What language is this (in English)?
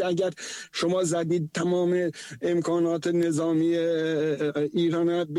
Persian